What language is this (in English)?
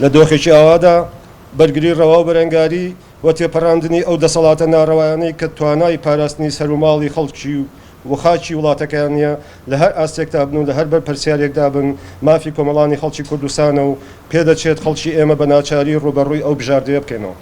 Central Kurdish